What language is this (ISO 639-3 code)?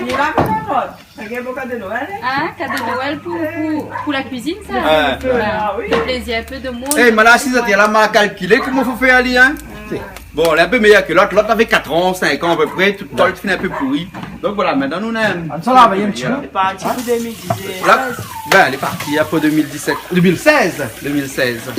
rcf